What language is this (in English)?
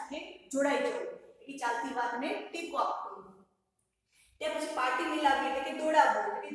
Gujarati